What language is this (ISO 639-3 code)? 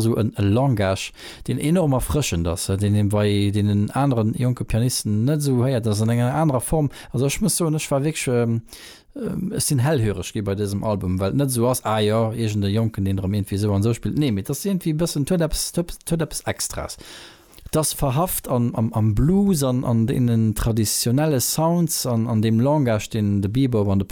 ltz